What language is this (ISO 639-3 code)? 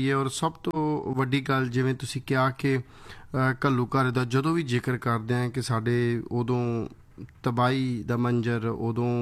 pan